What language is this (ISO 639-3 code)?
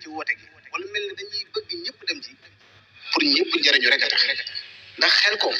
wol